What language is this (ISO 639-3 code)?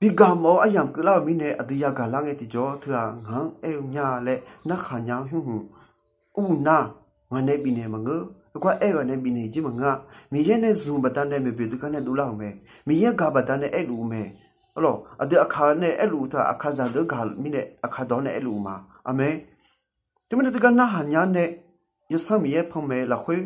ahk